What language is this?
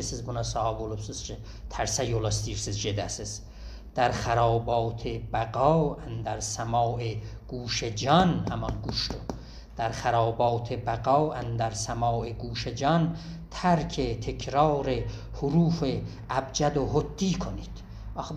South Azerbaijani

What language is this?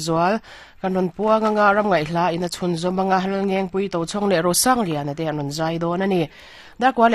Mizo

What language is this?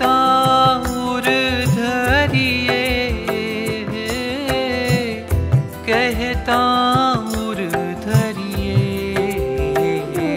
Hindi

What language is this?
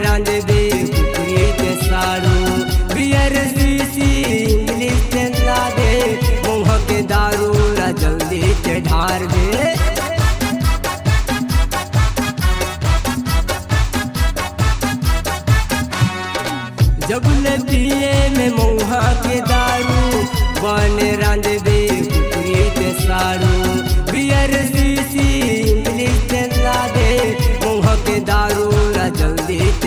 Chhattisgarhi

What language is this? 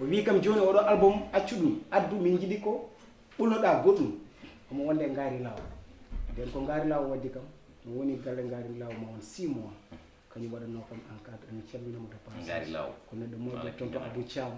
Fula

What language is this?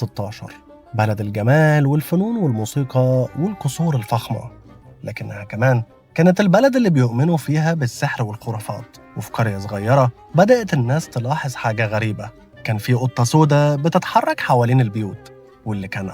Egyptian Arabic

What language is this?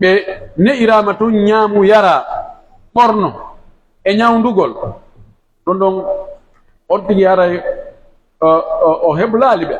Pular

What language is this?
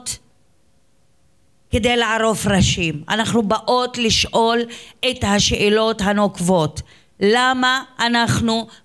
Hebrew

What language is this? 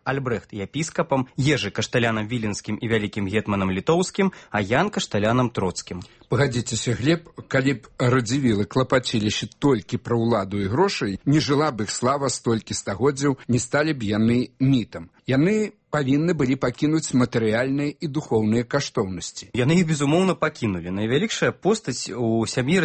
Belarusian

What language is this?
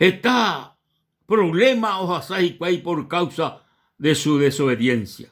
Guarani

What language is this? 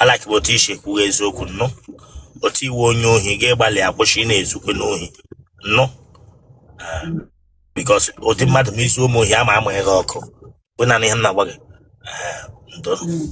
Igbo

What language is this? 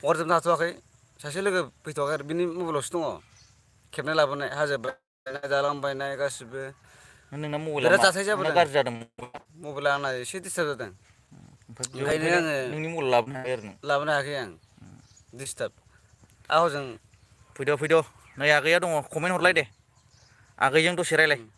Bodo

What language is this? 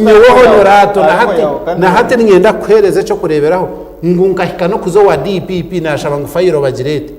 Nyankole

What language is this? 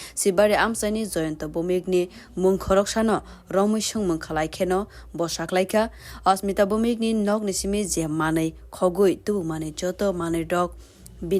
Kok Borok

